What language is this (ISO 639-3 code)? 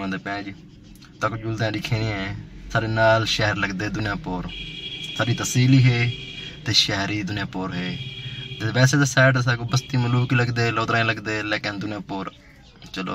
skr